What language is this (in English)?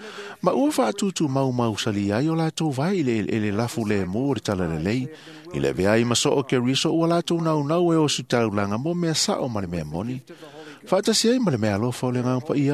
Samoan